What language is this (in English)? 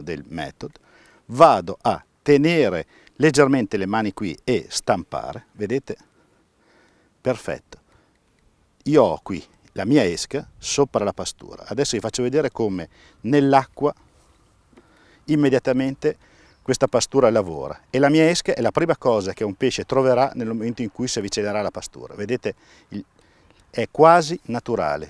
Italian